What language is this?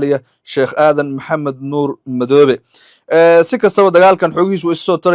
Somali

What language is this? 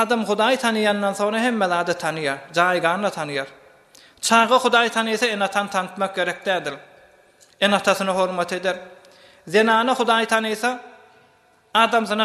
Turkmen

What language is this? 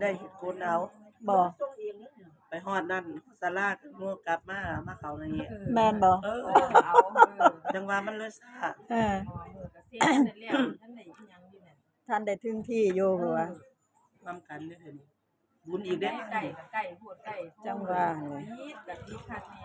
Northeastern Thai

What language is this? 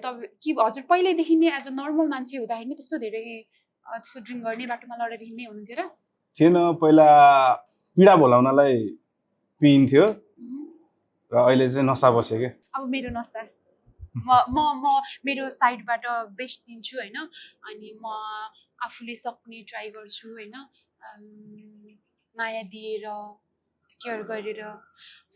Nepali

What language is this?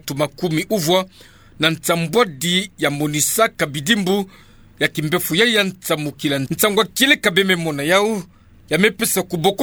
Kituba (Democratic Republic of Congo)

